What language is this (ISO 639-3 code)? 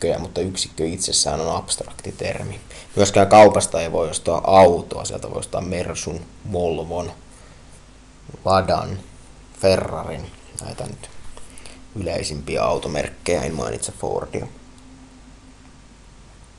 fin